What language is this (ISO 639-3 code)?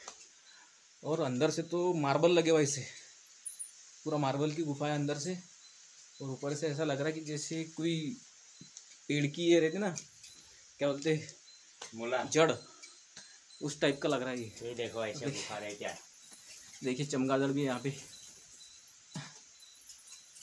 hin